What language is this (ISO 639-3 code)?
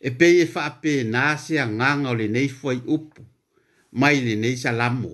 smo